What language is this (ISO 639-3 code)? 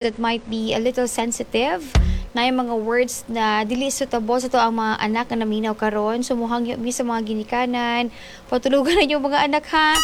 ceb